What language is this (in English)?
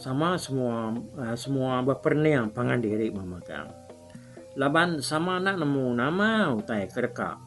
Iban